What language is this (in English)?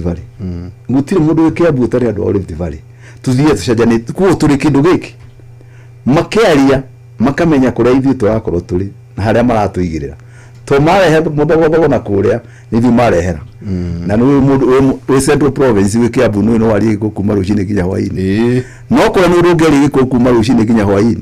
Kikuyu